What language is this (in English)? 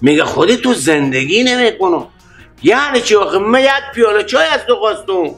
Persian